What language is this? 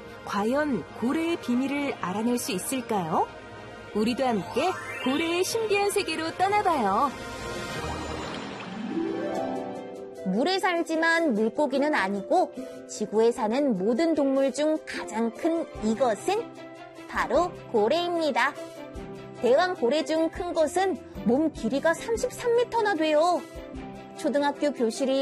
Korean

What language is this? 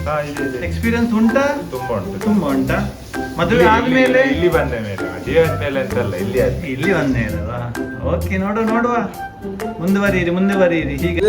Tulu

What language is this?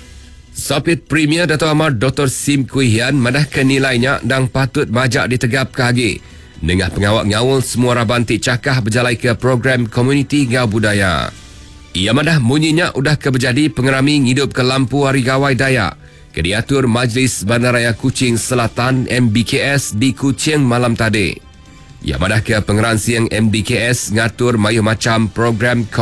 Iban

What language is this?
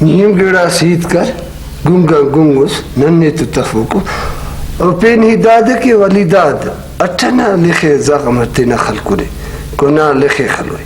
Brahui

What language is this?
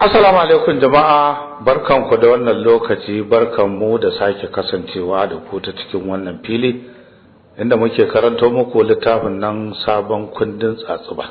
Hausa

